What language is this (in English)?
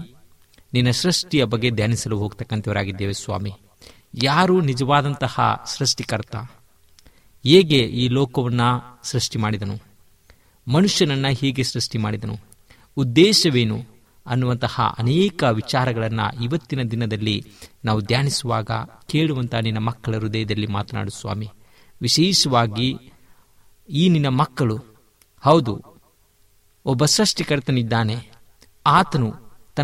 Kannada